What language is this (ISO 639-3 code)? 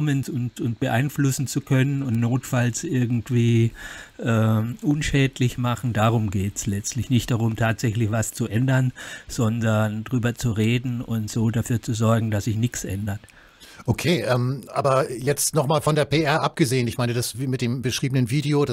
deu